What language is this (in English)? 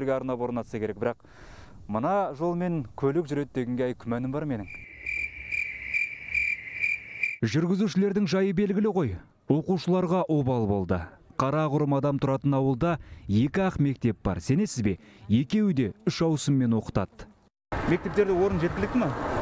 Kazakh